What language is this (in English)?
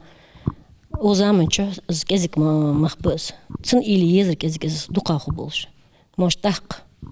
Ingush